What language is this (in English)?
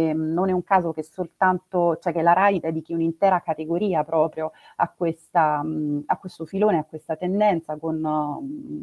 Italian